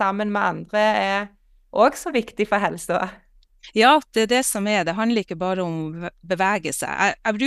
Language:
Norwegian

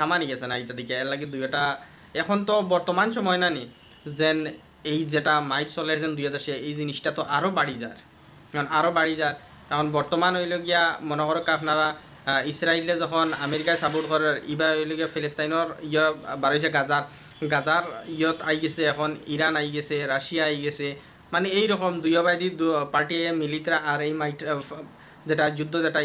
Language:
Sylheti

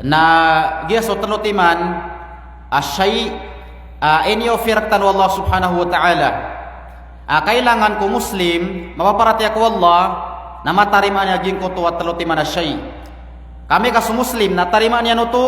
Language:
Maranao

